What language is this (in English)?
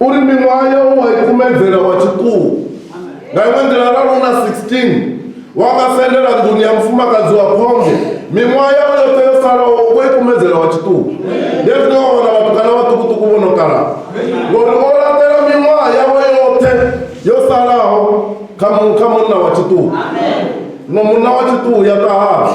Venda